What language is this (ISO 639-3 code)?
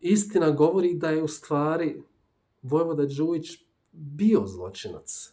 bos